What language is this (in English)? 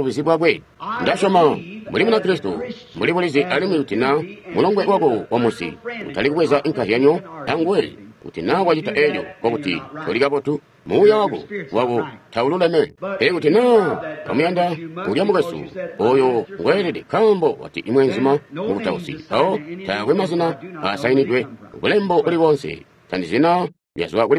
Tonga (Zambia)